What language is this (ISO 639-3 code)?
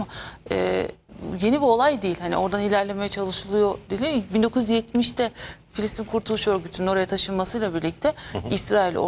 tur